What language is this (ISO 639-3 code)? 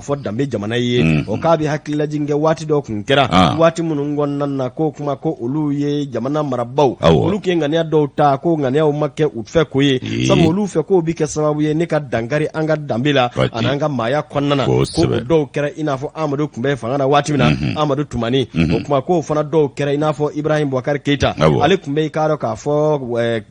bam